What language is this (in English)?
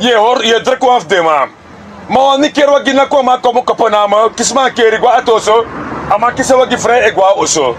Sranan Tongo